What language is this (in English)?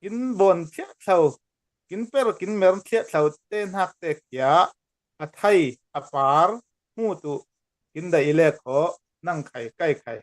Falam Chin